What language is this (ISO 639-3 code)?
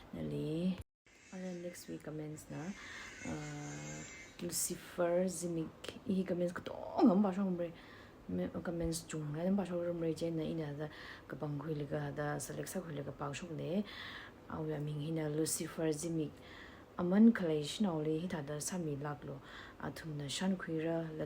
nmf